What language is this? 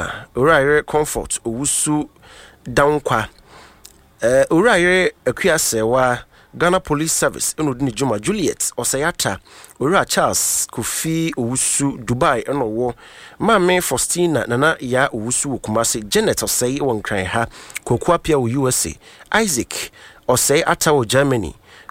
Akan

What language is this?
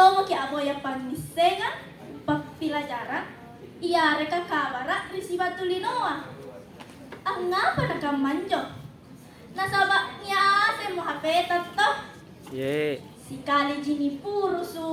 Makasar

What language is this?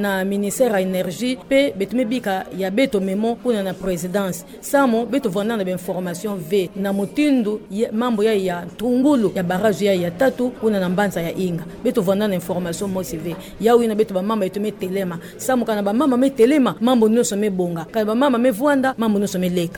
Kituba (Democratic Republic of Congo)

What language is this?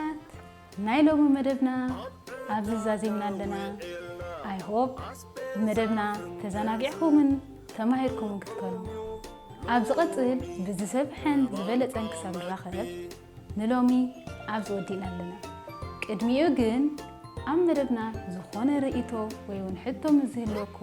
Tigrinya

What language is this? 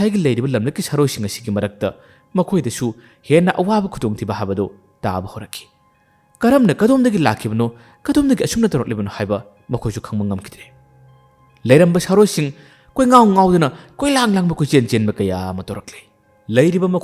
Manipuri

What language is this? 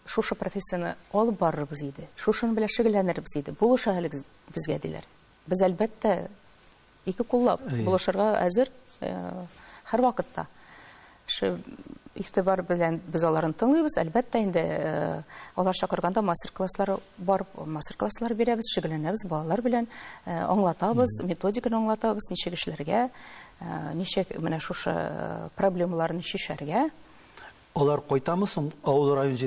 Tatar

